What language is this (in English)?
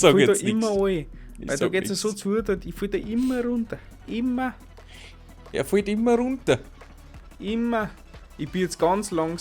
Bavarian